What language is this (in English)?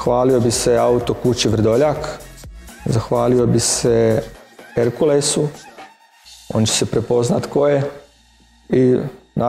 Croatian